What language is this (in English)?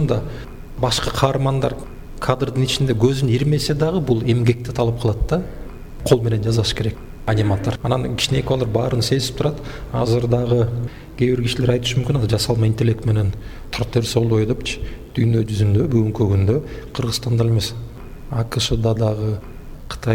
Kyrgyz